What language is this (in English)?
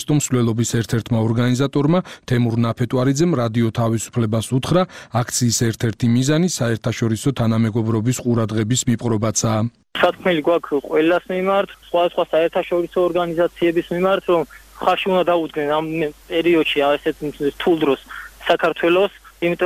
Georgian